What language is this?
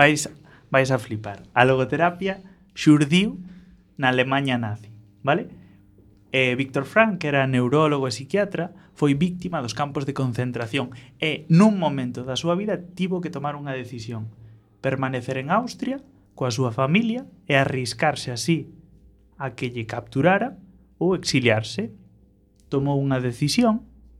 Galician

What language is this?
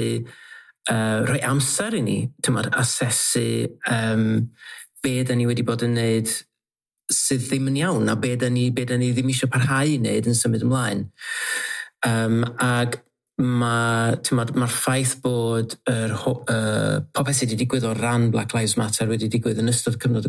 Welsh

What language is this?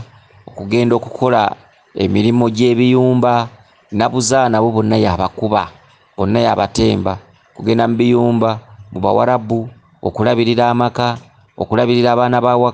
Ganda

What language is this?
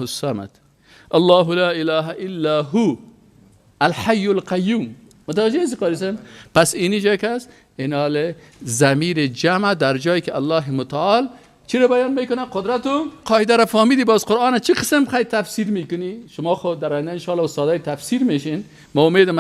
Persian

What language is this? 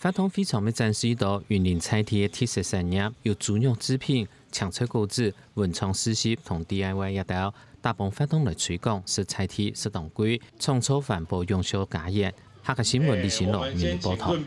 Hakka Chinese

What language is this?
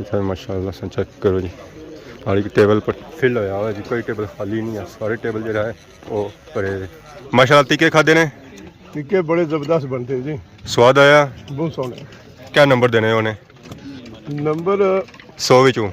Pahari-Potwari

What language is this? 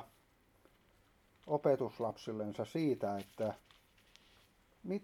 Finnish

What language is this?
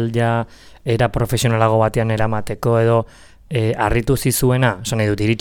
Basque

